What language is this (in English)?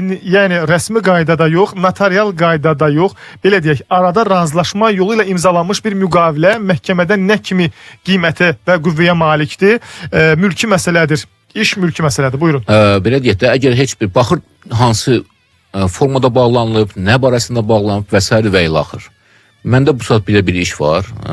Azerbaijani